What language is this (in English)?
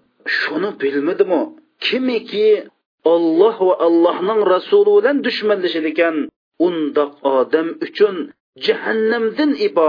Uyghur